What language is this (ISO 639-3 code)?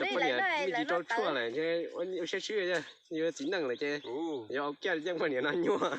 hmn